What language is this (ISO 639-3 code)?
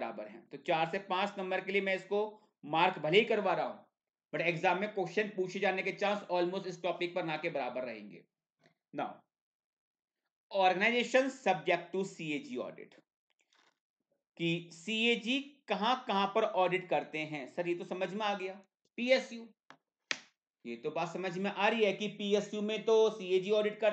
hin